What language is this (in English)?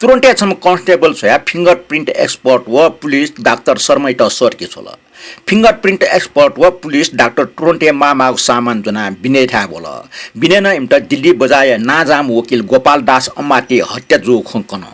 Newari